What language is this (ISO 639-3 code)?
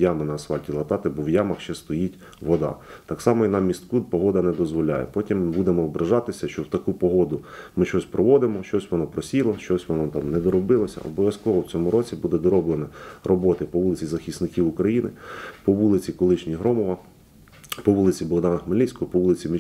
ukr